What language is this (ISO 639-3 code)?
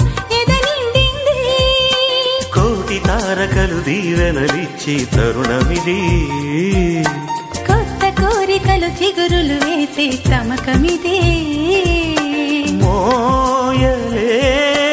tel